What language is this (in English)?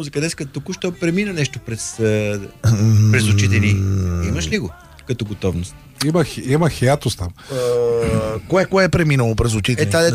Bulgarian